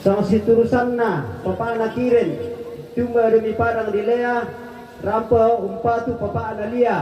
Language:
Toraja-Sa'dan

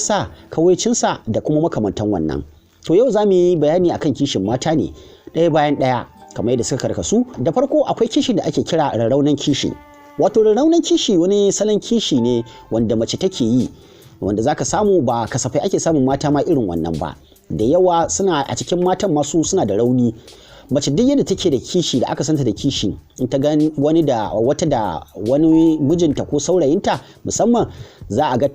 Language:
Hausa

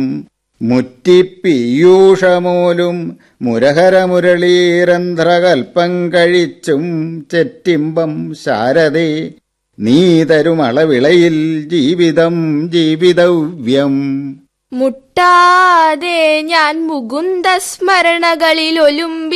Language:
Malayalam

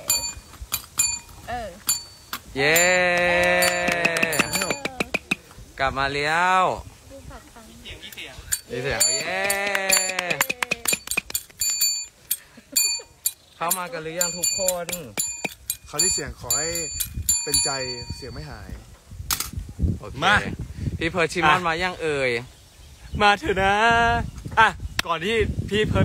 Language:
Thai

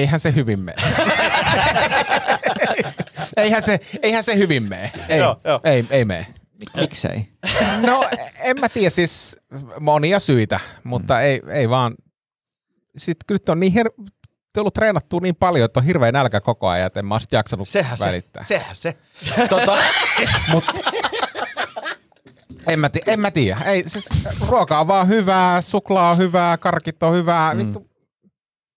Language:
Finnish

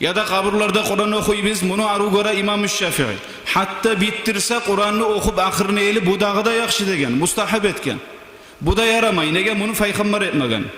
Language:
Kumyk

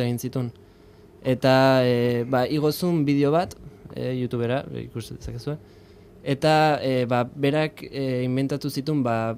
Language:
Basque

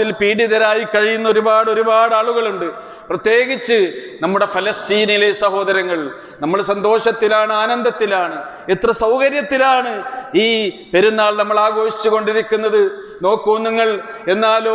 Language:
Malayalam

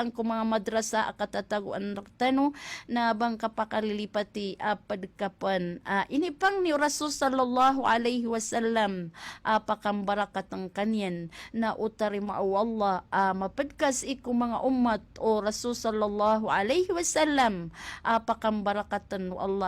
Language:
Maranao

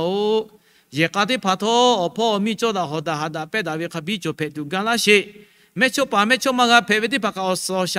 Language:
Lahu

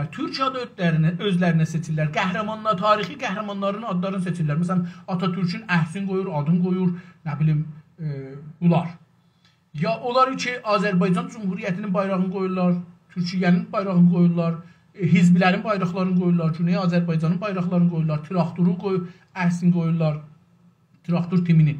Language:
South Azerbaijani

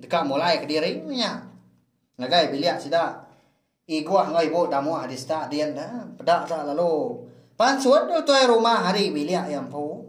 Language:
Iban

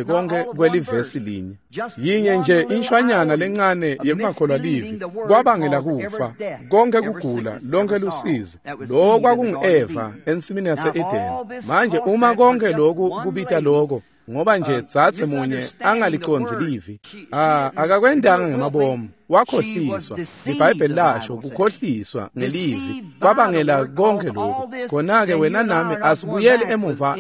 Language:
Swati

